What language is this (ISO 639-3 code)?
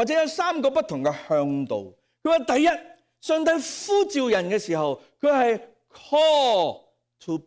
yue